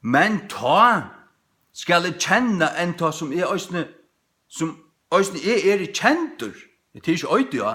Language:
Faroese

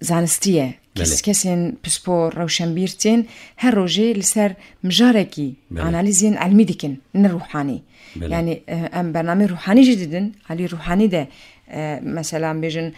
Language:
Kurdish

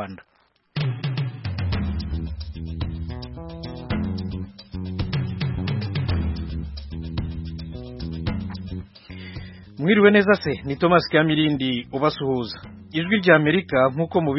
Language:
Kinyarwanda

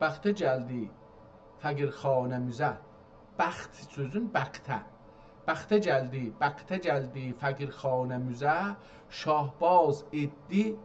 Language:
South Azerbaijani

